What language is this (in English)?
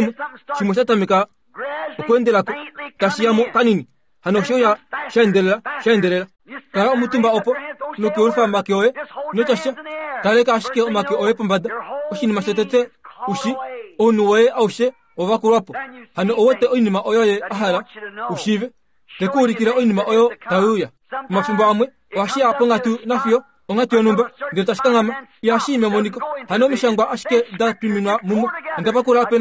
Kuanyama